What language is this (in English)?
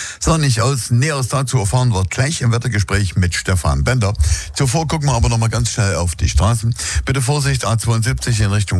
German